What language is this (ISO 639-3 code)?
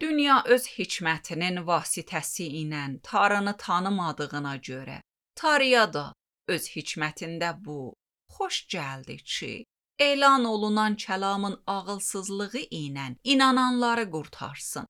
aze